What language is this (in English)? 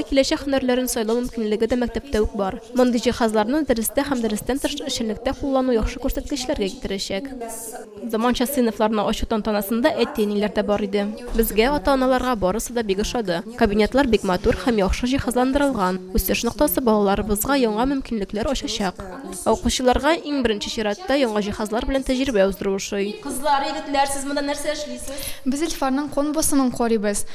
Tatar